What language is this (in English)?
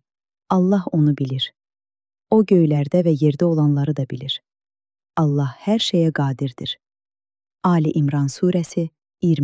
Azerbaijani